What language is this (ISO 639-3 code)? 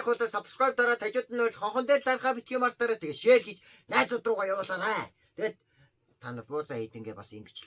mon